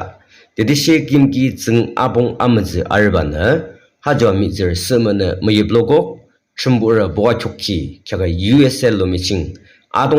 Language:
Yimchungru Naga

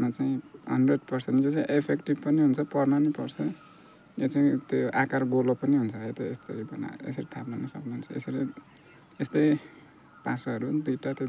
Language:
Nepali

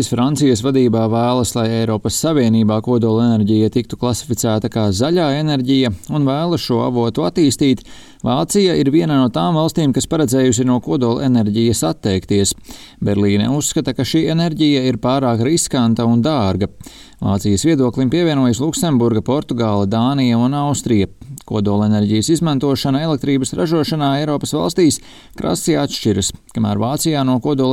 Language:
Latvian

